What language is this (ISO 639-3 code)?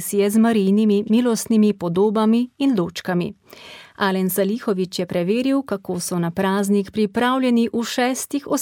slv